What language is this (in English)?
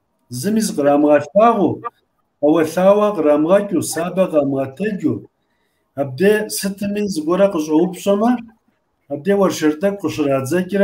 Kabardian